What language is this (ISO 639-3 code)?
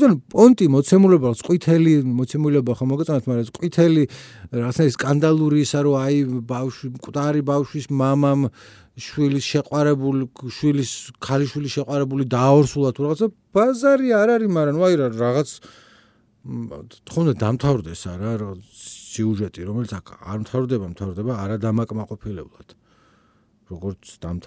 kat